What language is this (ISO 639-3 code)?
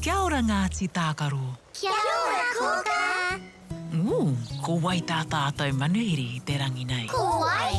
mri